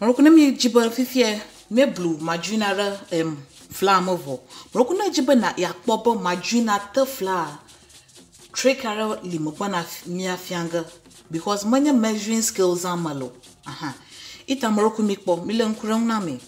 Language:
Ewe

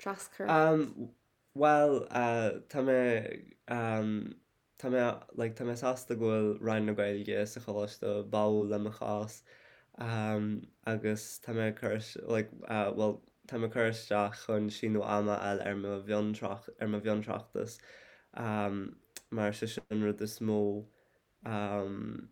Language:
Irish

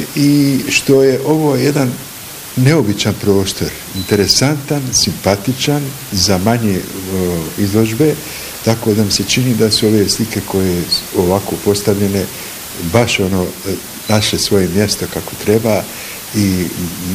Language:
Bosnian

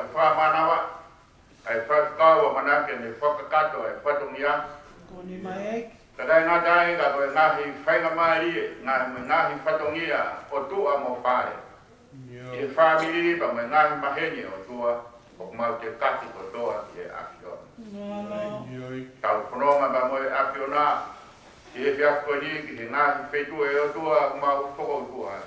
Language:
Tongan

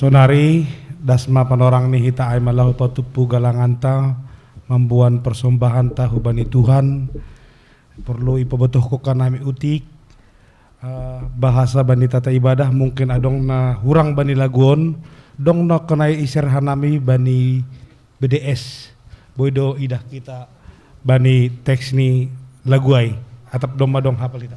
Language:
Batak Simalungun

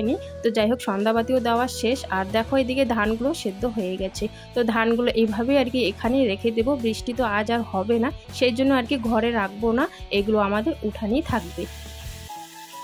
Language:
Bangla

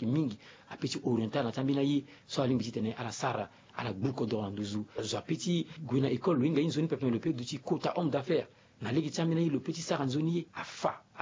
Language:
Sango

